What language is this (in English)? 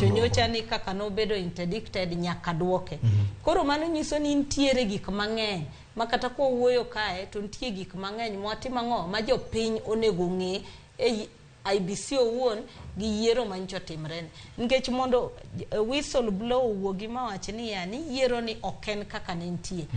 Luo (Kenya and Tanzania)